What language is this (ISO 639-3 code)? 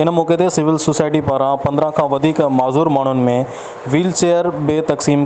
snd